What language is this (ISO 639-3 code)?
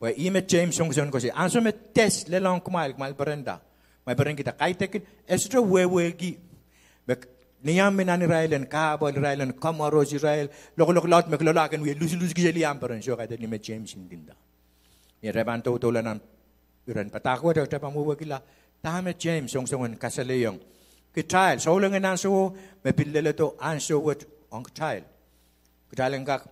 pon